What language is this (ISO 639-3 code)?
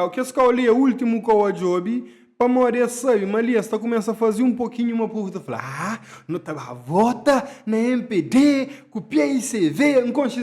kea